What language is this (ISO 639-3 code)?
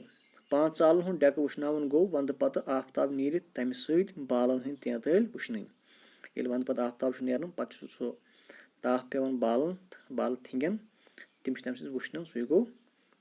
kas